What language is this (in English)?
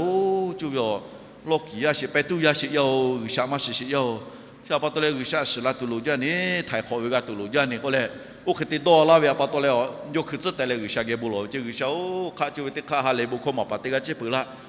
Lahu